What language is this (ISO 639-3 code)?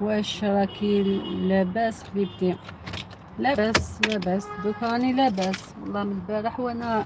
arq